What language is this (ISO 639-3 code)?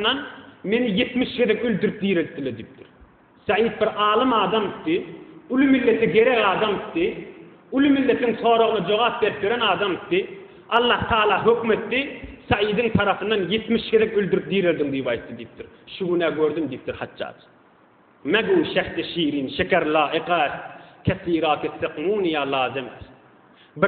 tuk